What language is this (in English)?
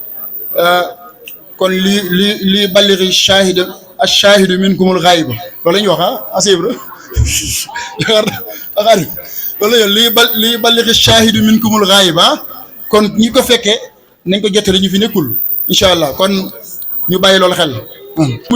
Wolof